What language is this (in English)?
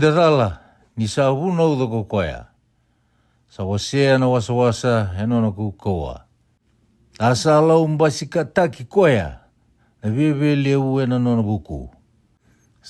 Fijian